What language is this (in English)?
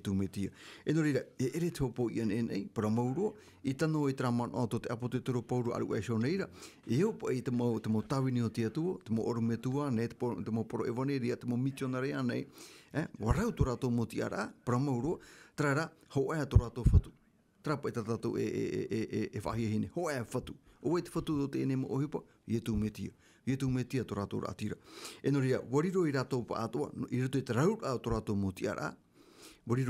Tahitian